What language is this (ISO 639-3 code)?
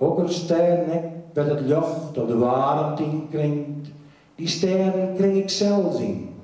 fry